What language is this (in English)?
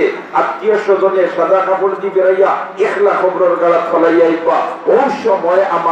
Sylheti